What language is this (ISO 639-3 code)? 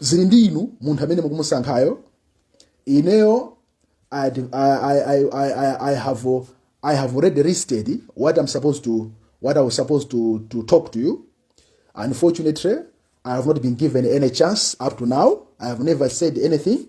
nya